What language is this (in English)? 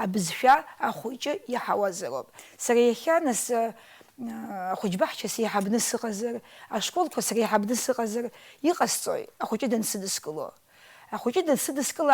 Abkhazian